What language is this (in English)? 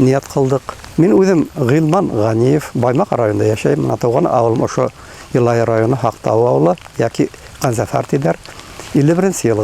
Bashkir